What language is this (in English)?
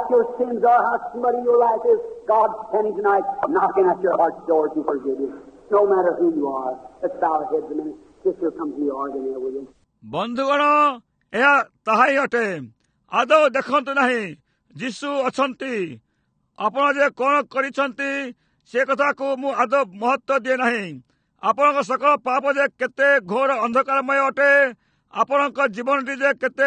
Odia